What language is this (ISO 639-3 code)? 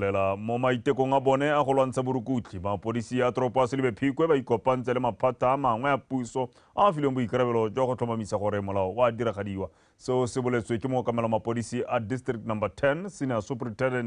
tsn